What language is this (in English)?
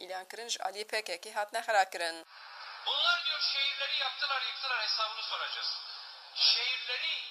Kurdish